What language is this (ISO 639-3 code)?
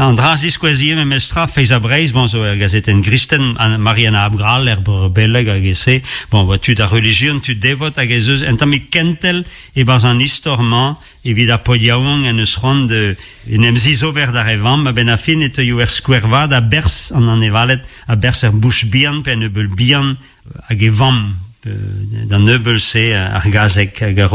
bre